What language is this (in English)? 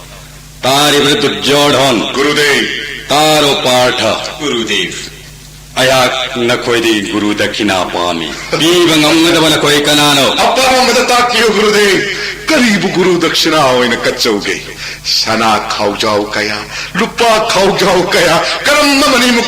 Manipuri